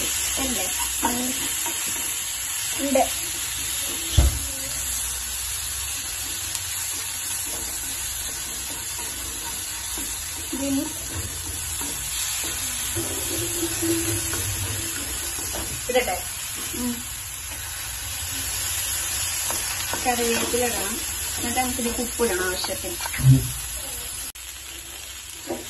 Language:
Malayalam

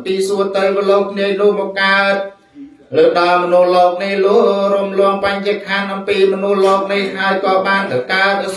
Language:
Khmer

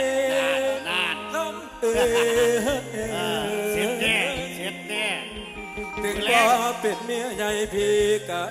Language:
Thai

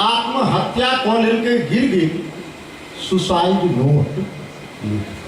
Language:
Maithili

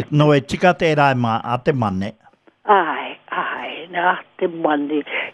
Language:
Māori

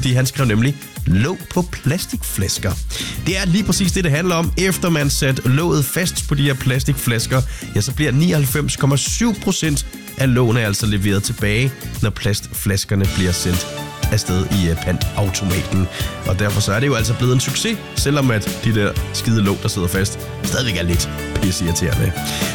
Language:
Danish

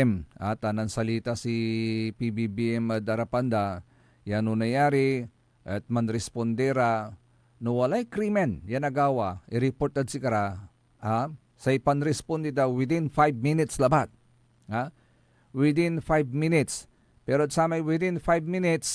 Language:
Pangasinan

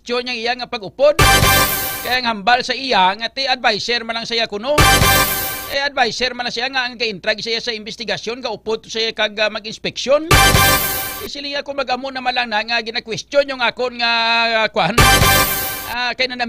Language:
Hiligaynon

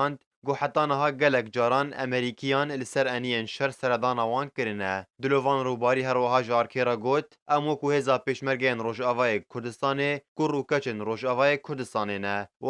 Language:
Kurdish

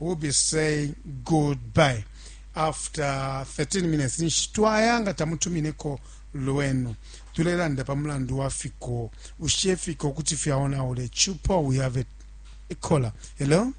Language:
Bemba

